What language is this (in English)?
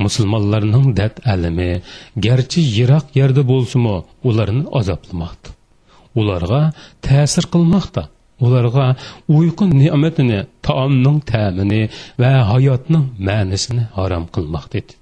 Uyghur